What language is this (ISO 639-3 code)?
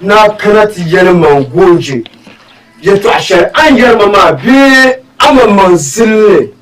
dag